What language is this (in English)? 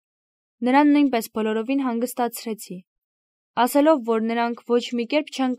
Armenian